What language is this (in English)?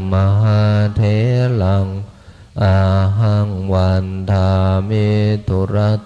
Pali